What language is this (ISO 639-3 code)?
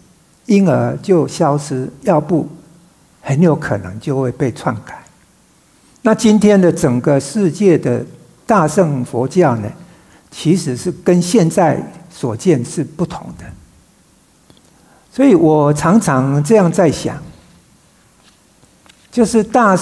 zho